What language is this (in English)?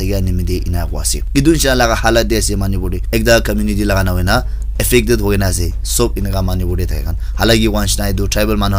Naga Pidgin